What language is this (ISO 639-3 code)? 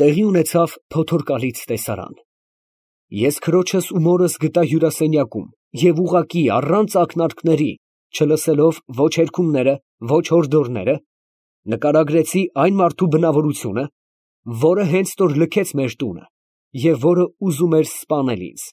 hye